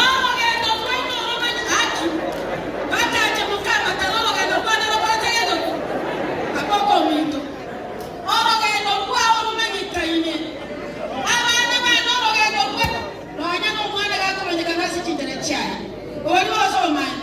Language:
Gusii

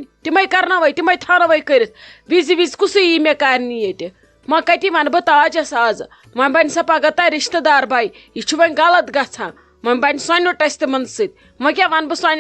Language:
Kashmiri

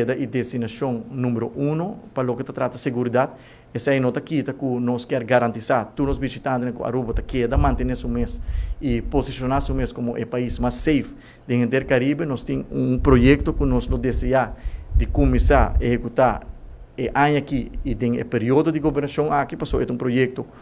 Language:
Papiamento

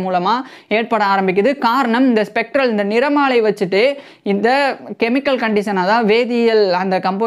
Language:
Tamil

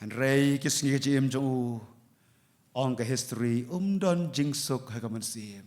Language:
Khasi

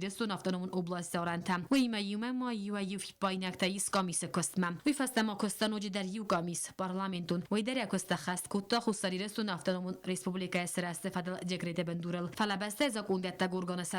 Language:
Ossetic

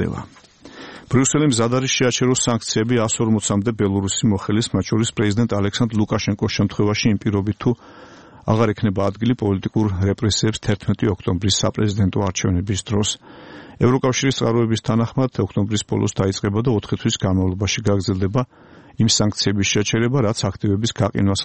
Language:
Georgian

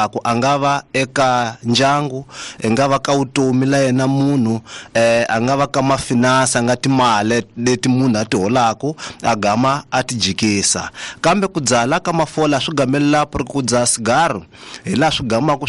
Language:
Tsonga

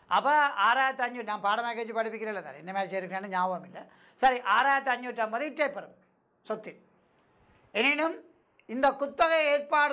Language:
Tamil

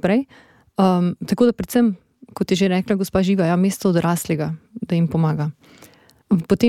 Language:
Slovenian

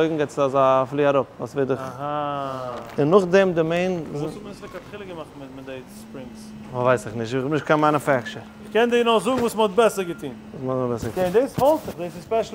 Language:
Yiddish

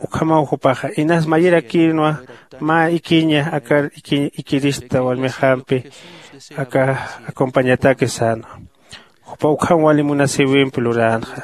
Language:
Aymara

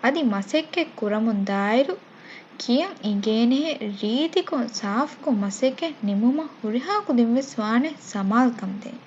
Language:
Divehi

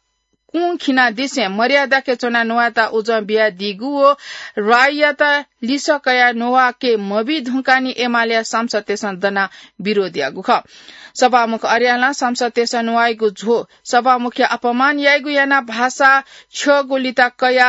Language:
Newari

